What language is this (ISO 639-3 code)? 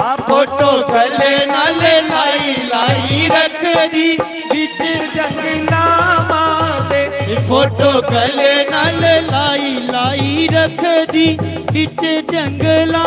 doi